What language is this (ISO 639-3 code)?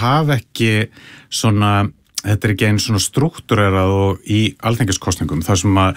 isl